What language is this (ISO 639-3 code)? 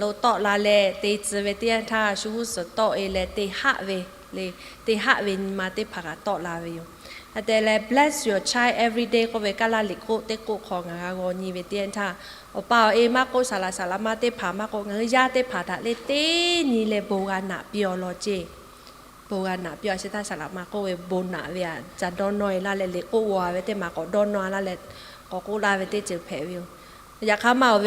lhu